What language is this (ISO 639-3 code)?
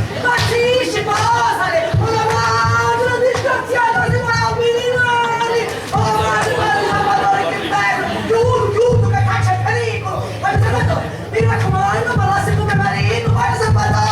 scn